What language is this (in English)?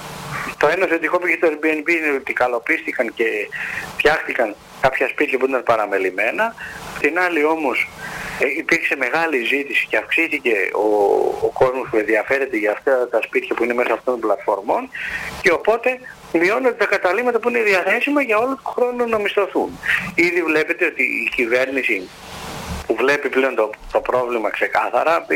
Greek